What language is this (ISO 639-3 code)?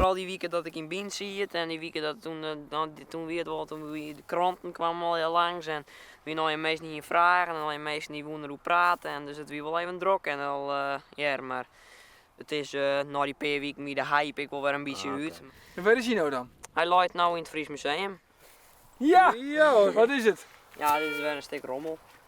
fry